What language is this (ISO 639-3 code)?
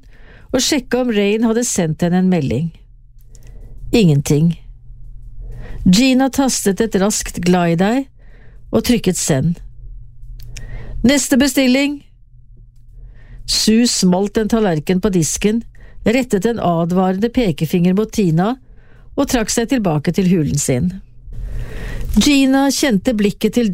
nor